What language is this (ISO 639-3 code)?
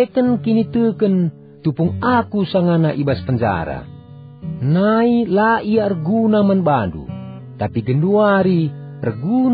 btx